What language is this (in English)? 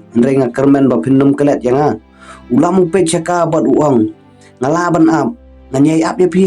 Khasi